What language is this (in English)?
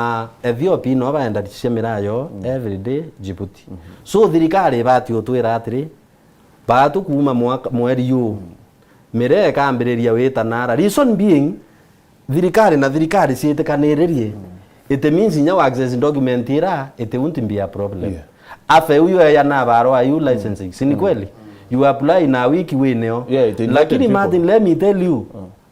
Meru